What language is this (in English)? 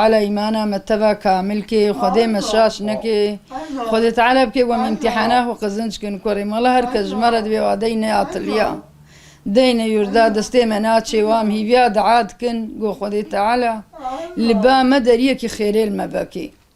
Kurdish